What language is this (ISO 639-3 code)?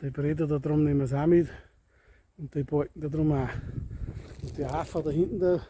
bar